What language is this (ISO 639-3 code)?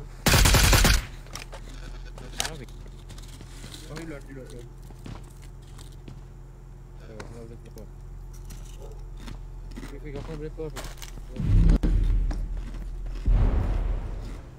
msa